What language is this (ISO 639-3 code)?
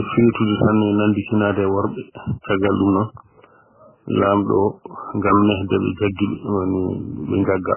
ful